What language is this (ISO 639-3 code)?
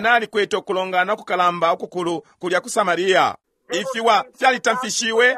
bem